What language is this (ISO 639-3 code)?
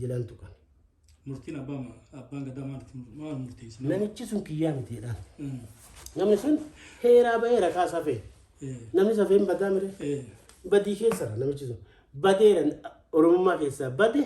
orm